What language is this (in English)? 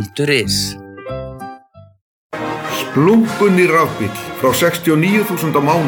Icelandic